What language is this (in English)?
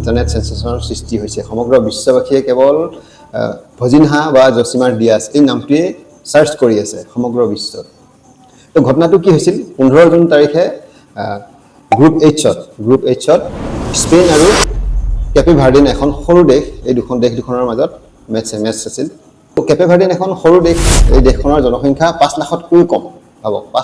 Assamese